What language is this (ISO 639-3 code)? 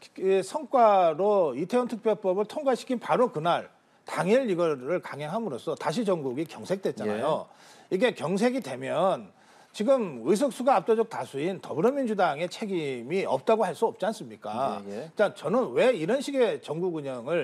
kor